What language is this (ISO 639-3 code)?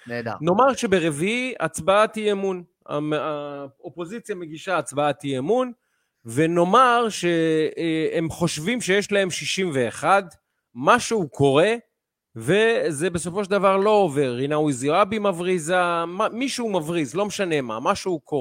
heb